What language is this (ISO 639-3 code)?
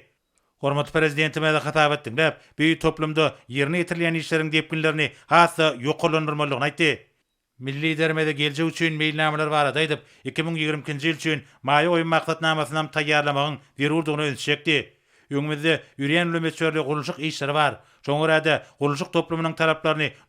tuk